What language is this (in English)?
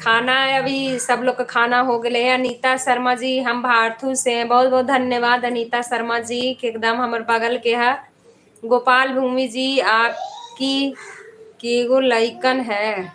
Magahi